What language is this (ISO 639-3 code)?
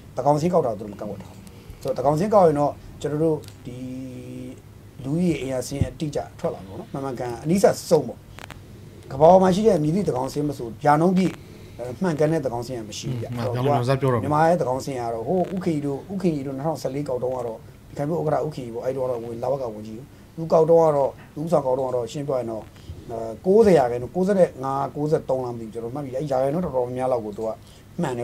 mya